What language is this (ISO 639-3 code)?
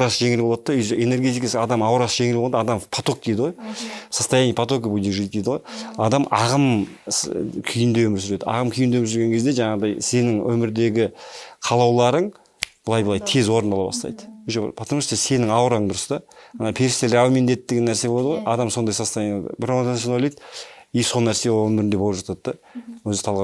kaz